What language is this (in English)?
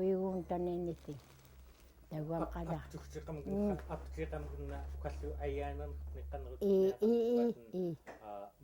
Central Yupik